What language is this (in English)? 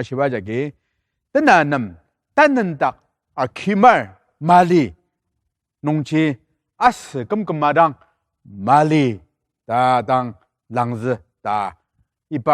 Ao Naga